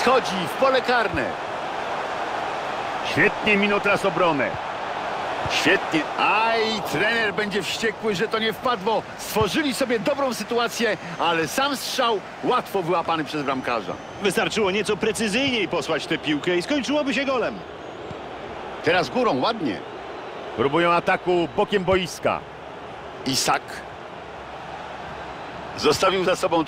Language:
Polish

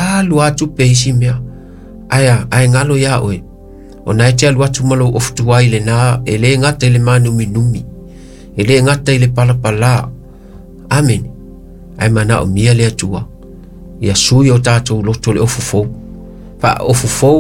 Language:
Samoan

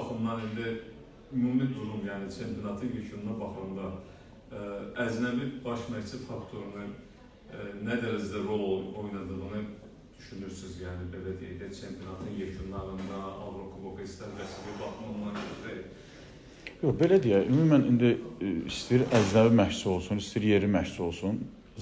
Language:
Azerbaijani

